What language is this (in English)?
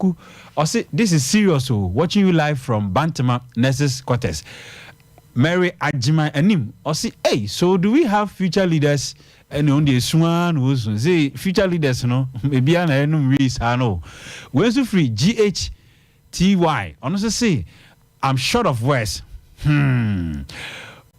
Akan